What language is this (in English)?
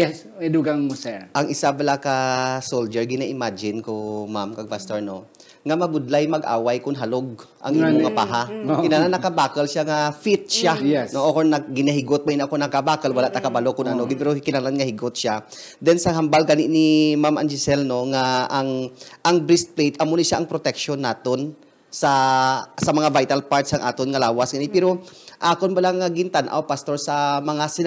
Hiligaynon